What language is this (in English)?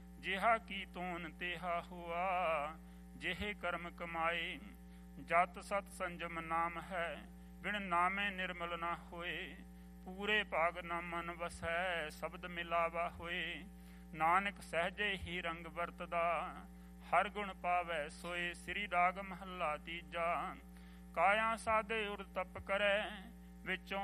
Punjabi